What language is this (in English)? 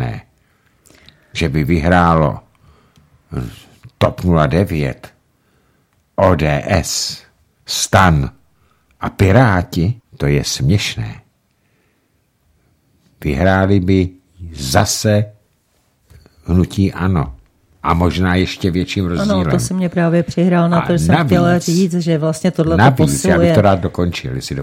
Czech